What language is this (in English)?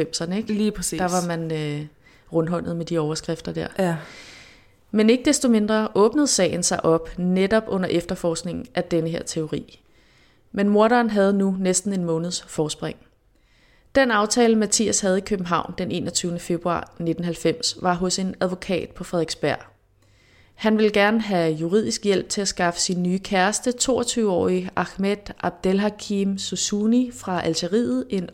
Danish